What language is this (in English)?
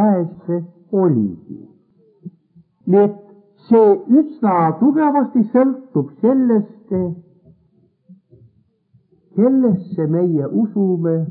Estonian